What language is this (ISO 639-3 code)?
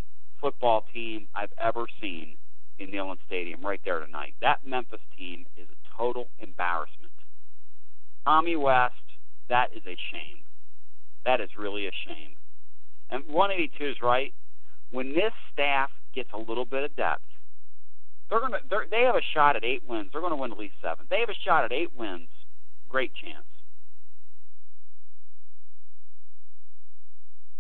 eng